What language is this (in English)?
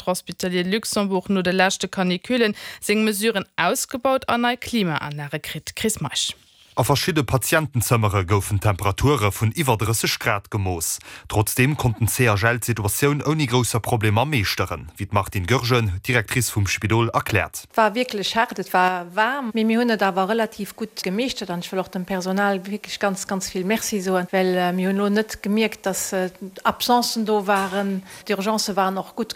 Luxembourgish